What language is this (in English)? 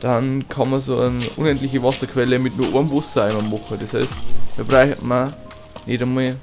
Bavarian